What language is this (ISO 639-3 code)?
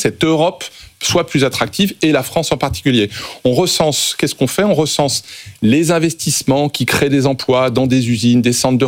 fra